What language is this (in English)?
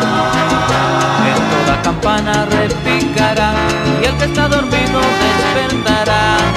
Spanish